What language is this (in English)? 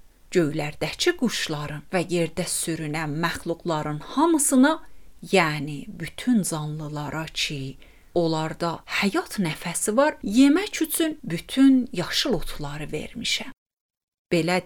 Azerbaijani